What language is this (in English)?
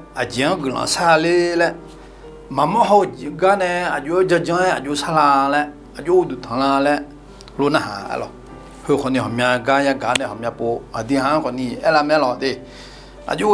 Akha